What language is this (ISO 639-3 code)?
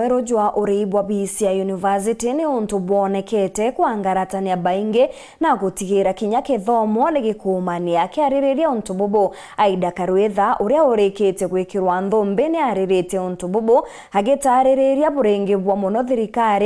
mer